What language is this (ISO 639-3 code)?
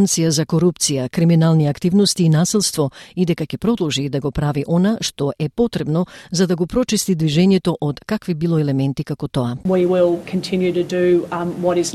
mkd